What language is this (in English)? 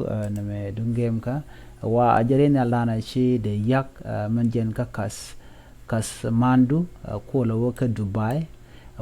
Nuer